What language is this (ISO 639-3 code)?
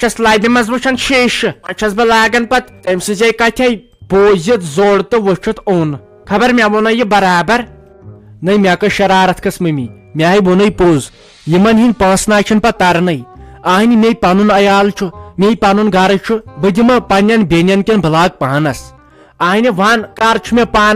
kas